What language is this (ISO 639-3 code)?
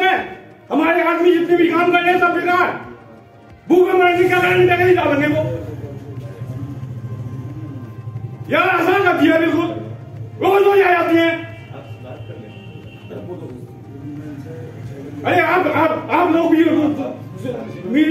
hin